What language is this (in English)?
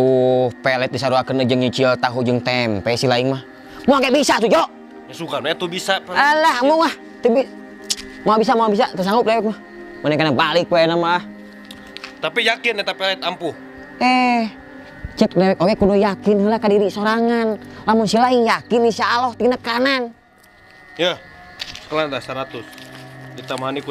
Sundanese